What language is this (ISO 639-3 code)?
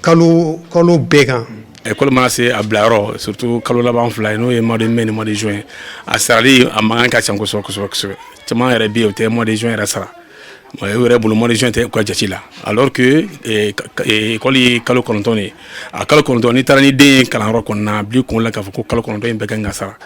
bam